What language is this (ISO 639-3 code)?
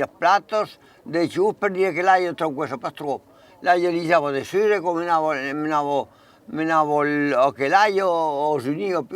oci